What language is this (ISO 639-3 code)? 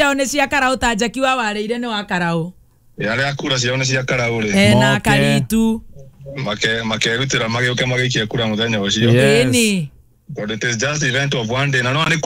kik